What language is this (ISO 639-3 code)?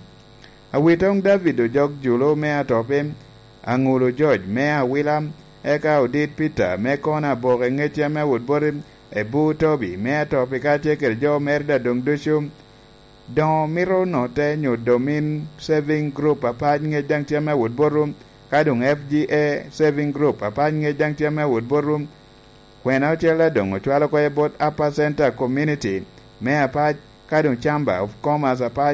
laj